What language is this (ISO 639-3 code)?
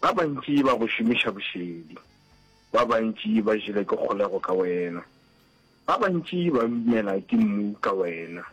nso